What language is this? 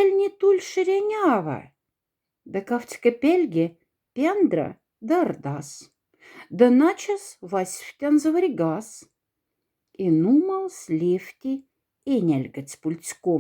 Moksha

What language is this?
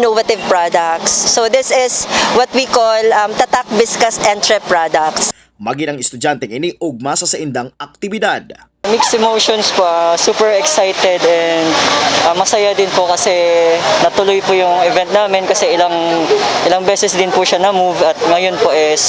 Bikol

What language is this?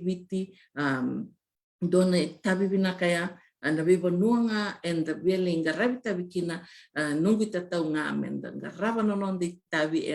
Fijian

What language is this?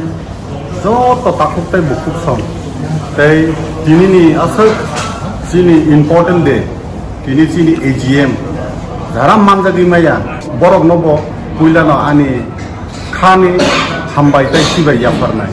Kok Borok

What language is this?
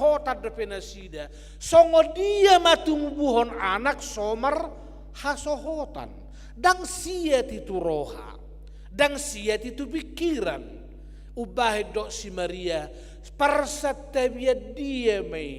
Batak Toba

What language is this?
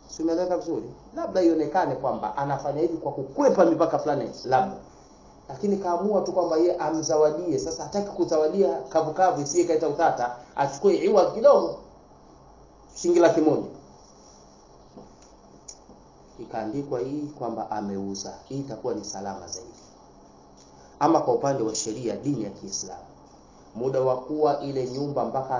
Swahili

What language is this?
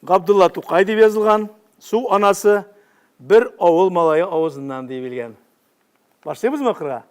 Tatar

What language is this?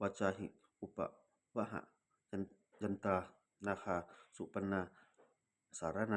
Pali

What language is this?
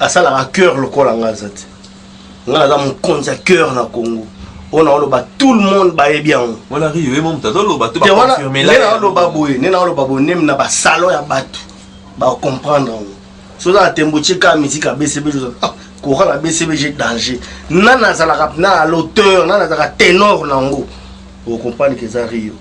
Lingala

